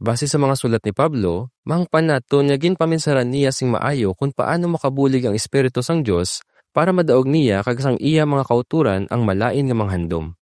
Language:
Hiligaynon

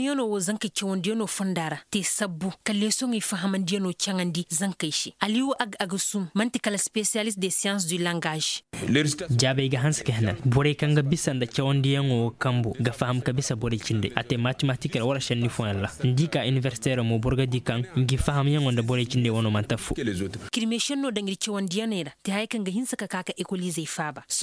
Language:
Koyraboro Senni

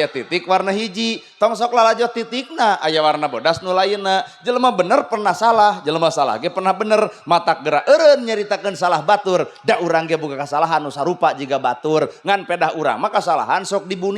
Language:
Sundanese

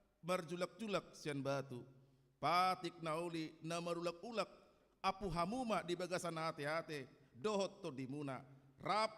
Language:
Batak Toba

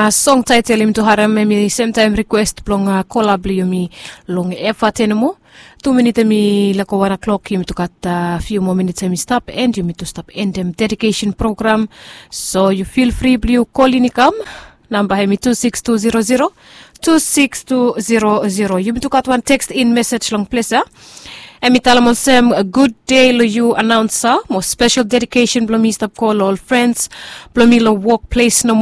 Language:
Bislama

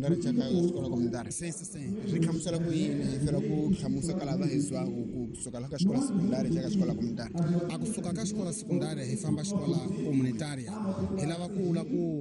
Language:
Tsonga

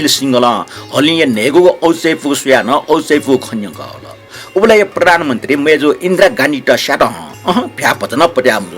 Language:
Newari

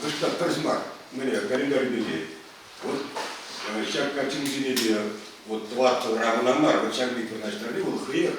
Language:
Chuvash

